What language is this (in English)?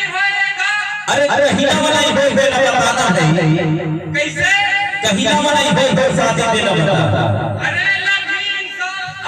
Chhattisgarhi